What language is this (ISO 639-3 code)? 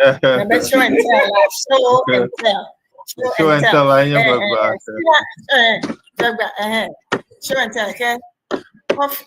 ewe